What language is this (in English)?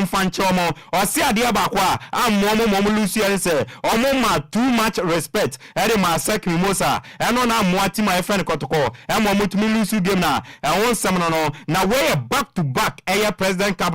Akan